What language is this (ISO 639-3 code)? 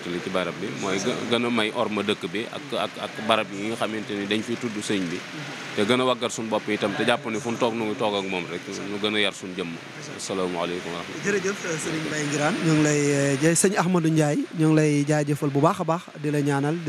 wol